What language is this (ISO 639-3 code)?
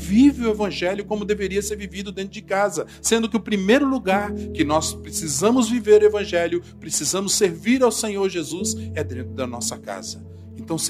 por